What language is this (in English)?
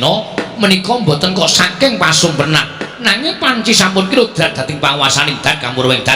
Javanese